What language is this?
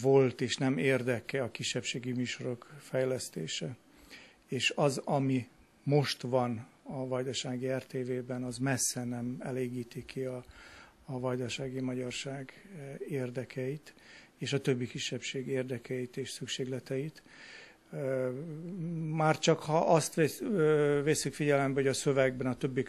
Hungarian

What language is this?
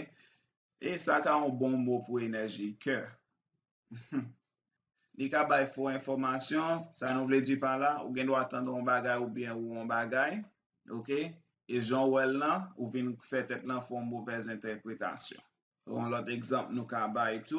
Haitian Creole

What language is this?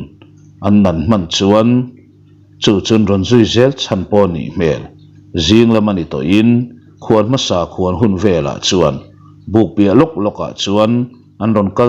Mizo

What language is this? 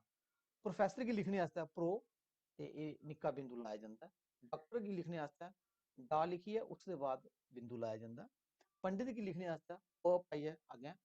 Dogri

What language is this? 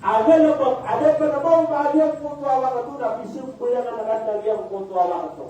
Maranao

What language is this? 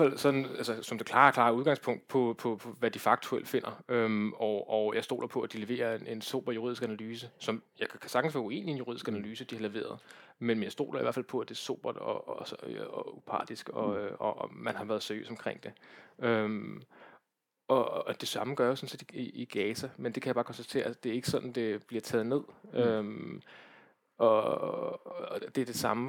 Danish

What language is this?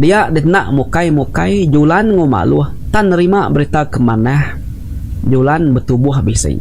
Iban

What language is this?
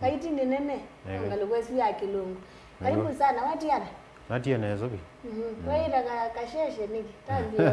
Kamba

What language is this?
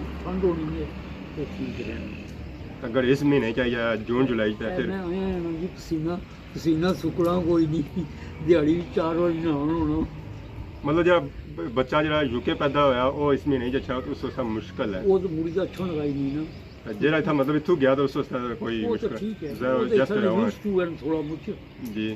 Pahari-Potwari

